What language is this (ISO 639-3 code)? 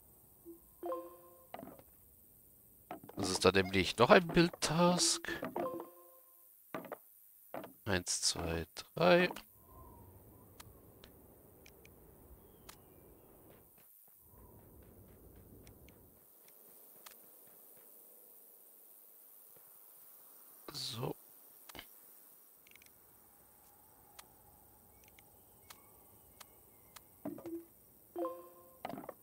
deu